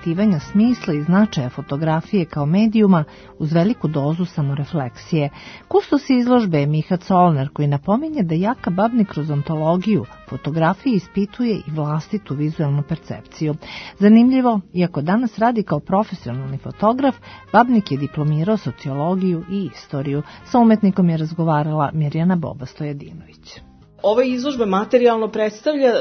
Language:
Serbian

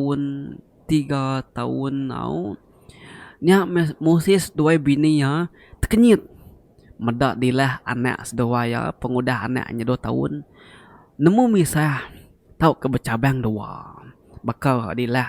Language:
Iban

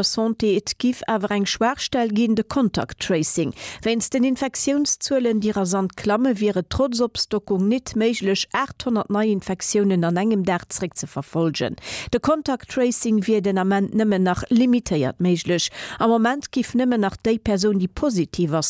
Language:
Luxembourgish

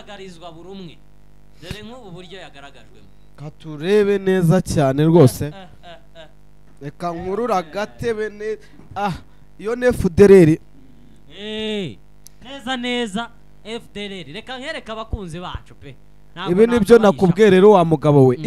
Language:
Kinyarwanda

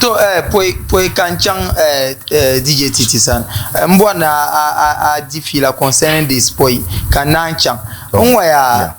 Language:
Dagbani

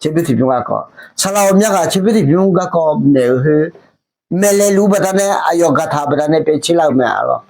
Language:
Akha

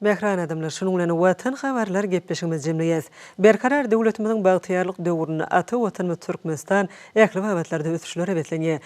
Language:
Turkmen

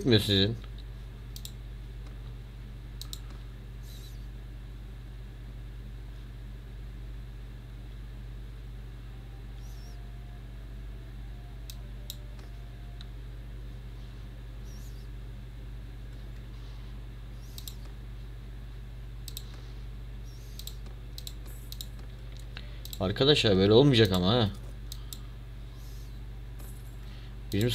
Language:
Turkish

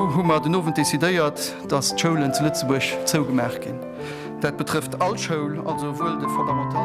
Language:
Luxembourgish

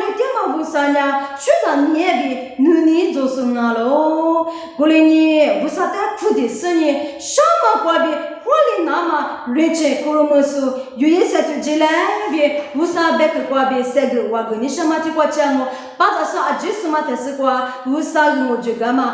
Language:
Lisu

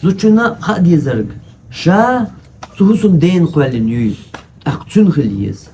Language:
Chechen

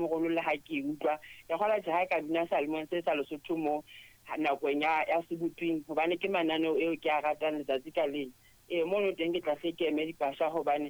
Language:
Southern Sotho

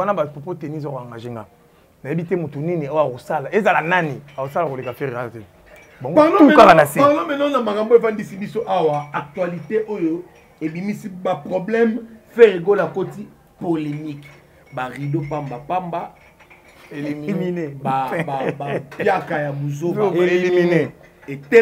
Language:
Lingala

